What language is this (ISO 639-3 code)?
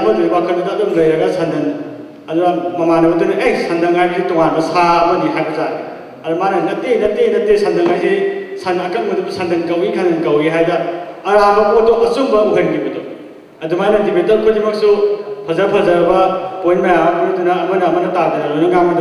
mni